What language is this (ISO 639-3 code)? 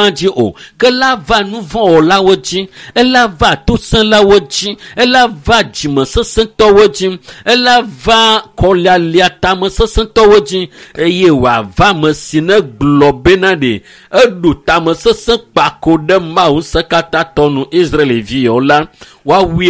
ewe